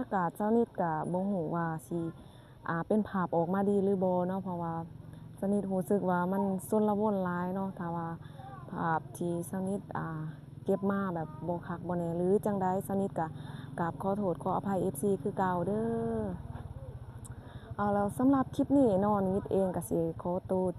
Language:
Lao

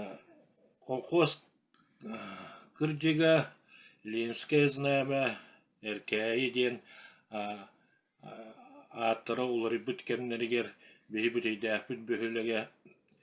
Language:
Yakut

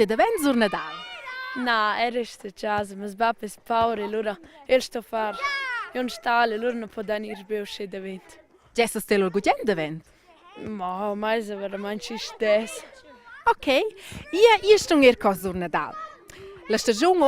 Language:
Romansh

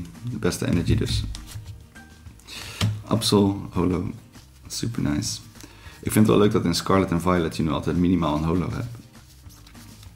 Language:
Dutch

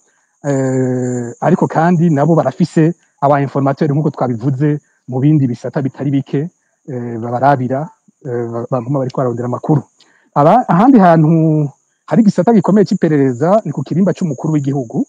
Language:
Rundi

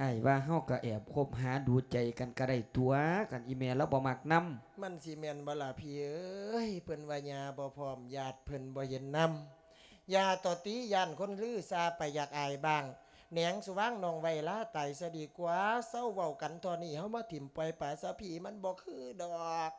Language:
Lao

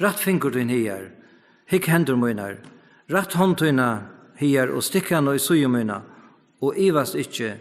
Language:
Faroese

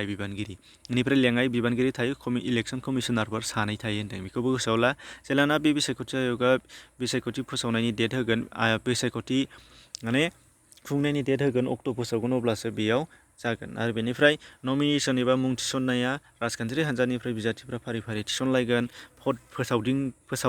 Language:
Bodo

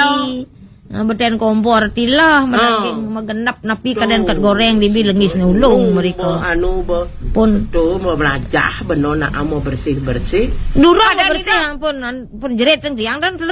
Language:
Balinese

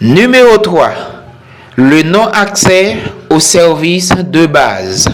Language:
Haitian Creole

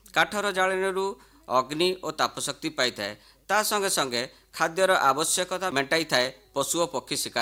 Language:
Odia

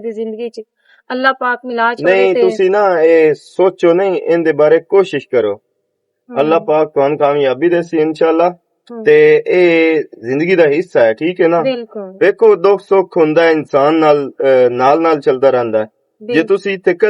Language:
Western Panjabi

